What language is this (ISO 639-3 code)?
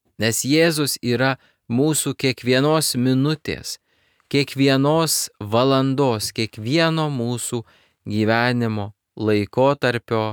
lit